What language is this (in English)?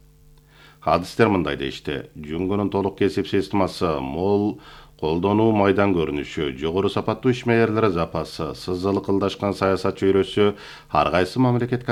Kyrgyz